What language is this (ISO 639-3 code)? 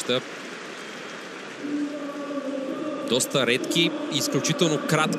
bul